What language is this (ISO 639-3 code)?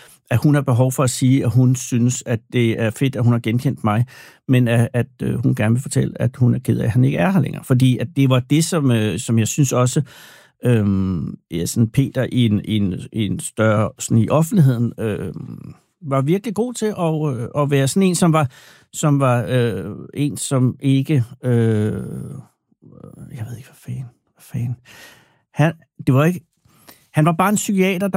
dan